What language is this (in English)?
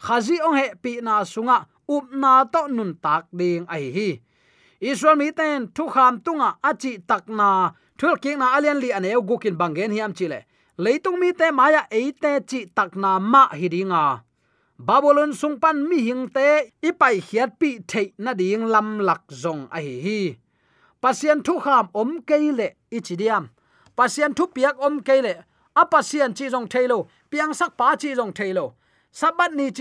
Tedim Chin